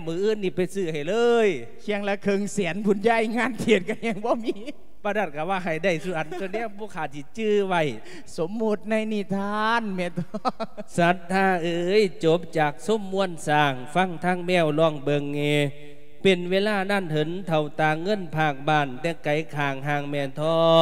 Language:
Lao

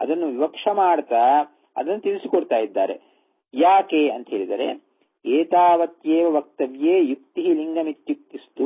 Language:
Kannada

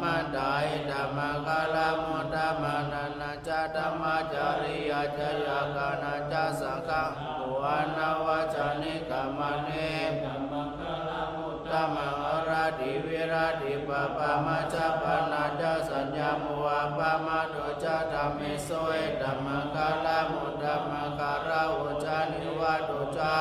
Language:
Pali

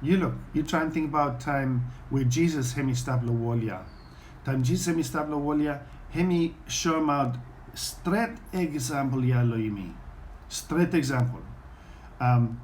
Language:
Bislama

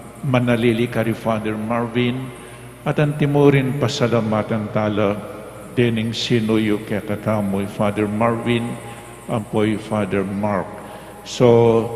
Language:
Pampanga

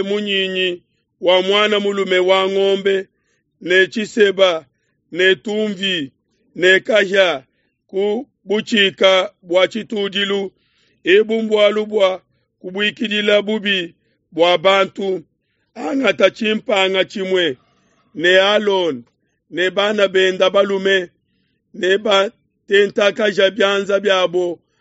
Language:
Luba-Lulua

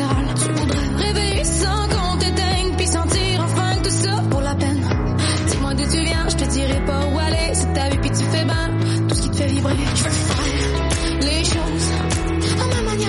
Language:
French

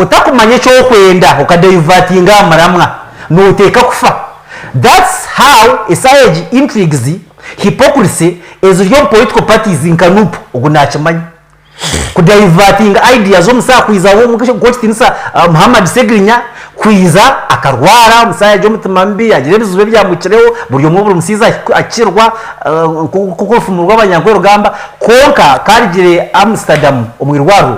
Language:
Nyankole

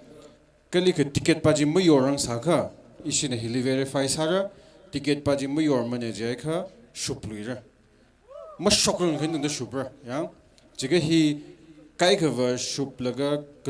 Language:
Tangkhul Naga (India)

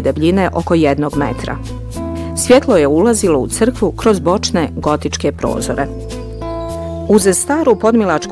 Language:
Bosnian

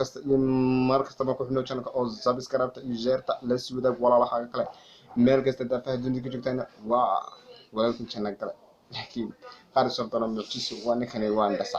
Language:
Somali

